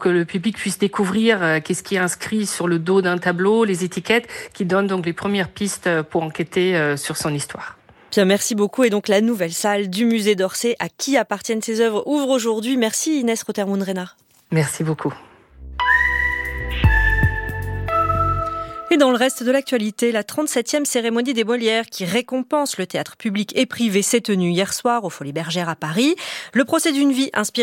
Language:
French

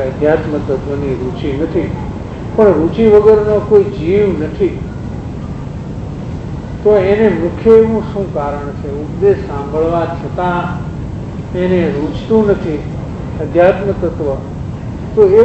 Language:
Gujarati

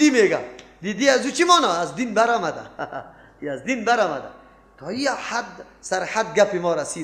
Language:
Persian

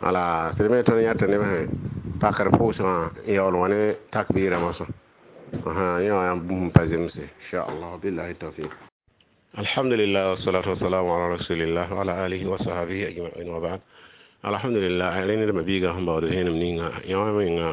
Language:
Mossi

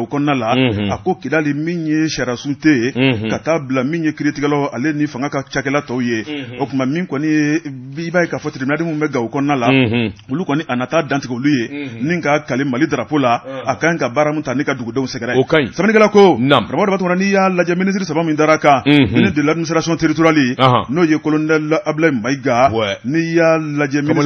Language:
Bambara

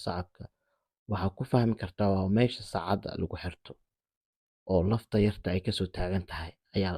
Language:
Somali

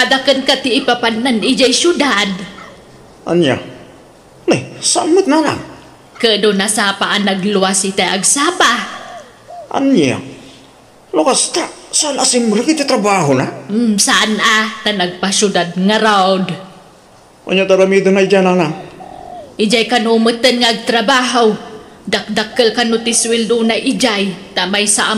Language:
Iloko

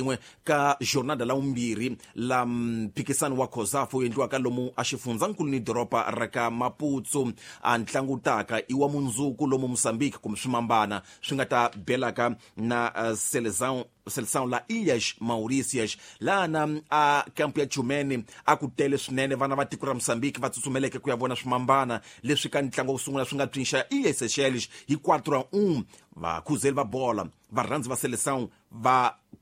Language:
Tsonga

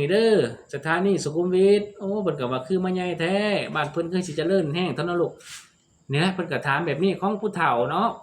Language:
Lao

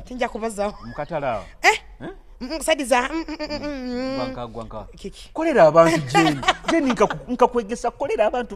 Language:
Nyoro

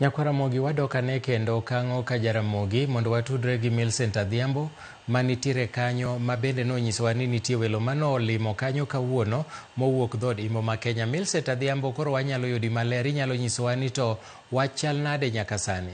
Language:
Luo (Kenya and Tanzania)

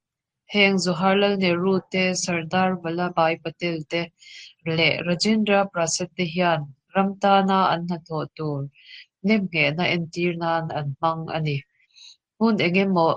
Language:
Mizo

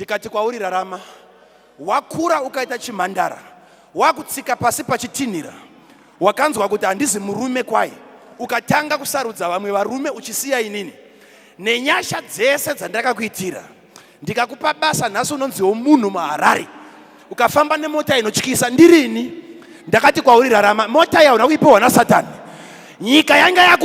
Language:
Shona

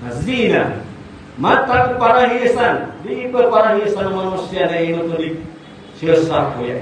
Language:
Maranao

